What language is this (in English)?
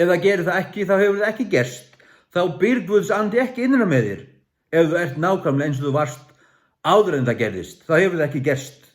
Faroese